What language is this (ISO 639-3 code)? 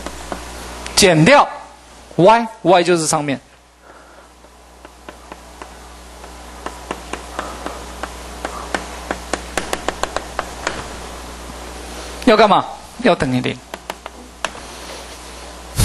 zho